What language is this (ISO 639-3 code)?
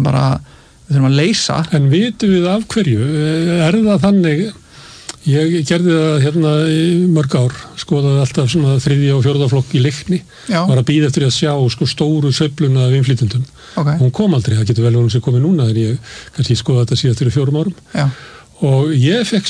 isl